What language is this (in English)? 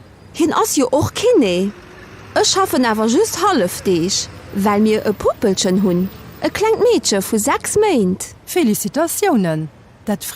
Luxembourgish